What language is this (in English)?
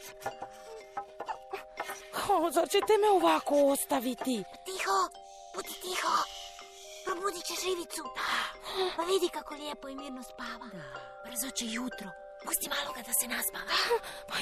Croatian